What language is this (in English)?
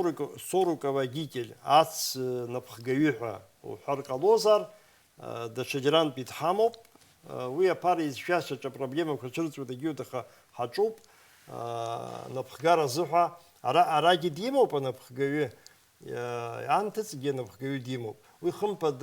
Abkhazian